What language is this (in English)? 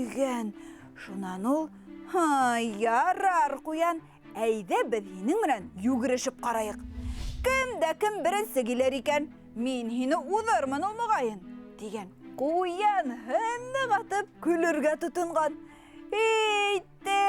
Bashkir